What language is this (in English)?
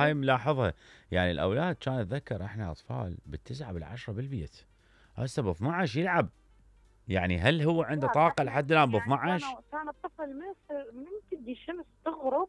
Mesopotamian Arabic